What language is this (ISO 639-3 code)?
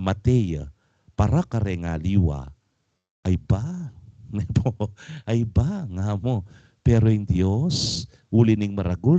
pam